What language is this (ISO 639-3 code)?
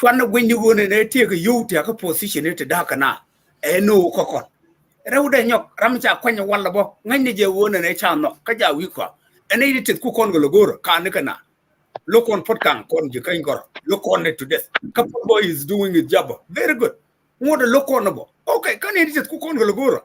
nus